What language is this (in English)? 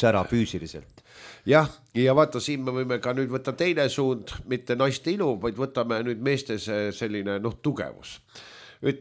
Estonian